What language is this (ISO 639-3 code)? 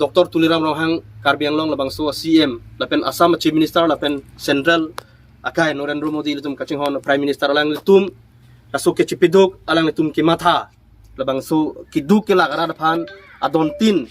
mjw